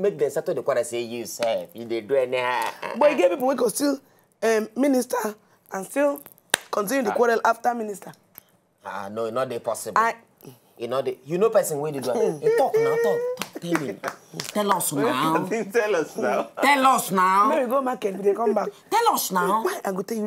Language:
Nigerian Pidgin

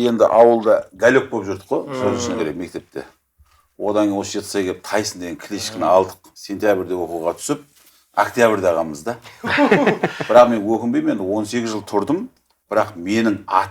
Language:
Kazakh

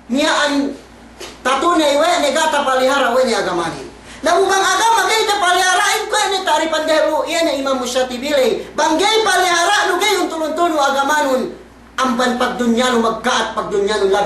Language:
Yakan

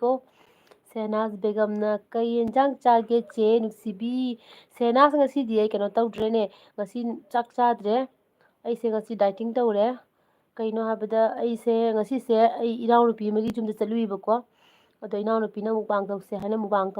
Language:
Manipuri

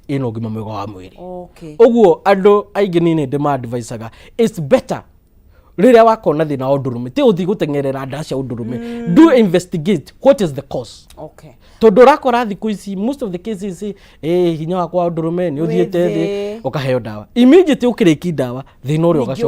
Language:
Kikuyu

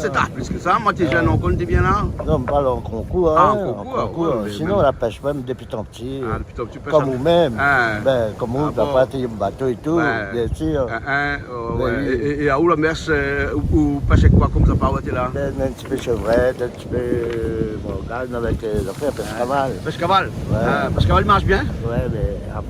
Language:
Réunion Creole French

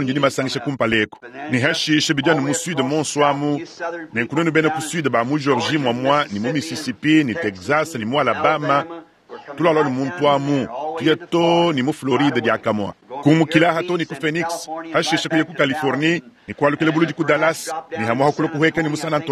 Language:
Luba-Lulua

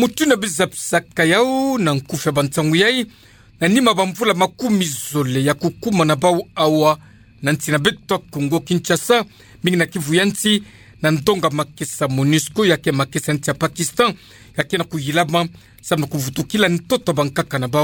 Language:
Kituba (Democratic Republic of Congo)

